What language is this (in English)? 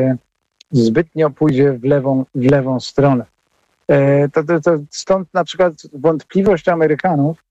Polish